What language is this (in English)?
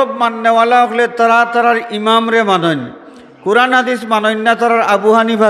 Sylheti